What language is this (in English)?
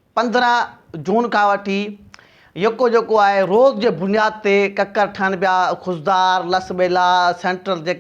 Sindhi